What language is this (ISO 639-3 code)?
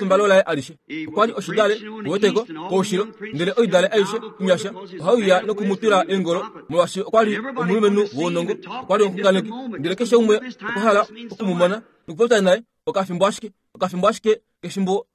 kua